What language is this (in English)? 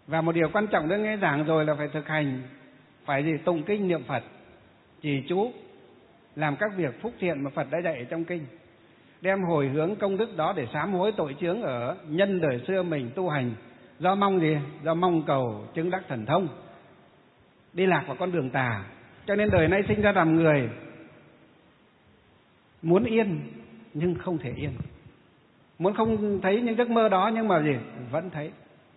Vietnamese